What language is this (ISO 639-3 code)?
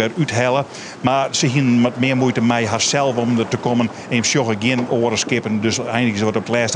fry